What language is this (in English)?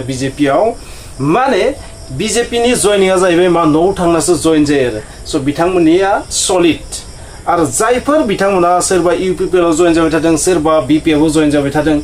Bodo